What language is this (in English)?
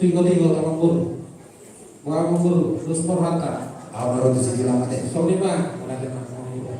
Batak Toba